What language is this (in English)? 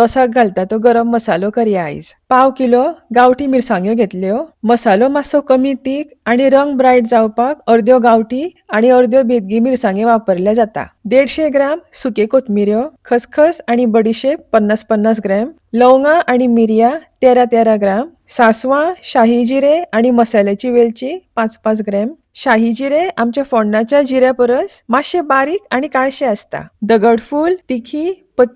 Konkani